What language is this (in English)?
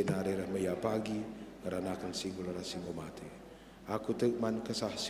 Batak Karo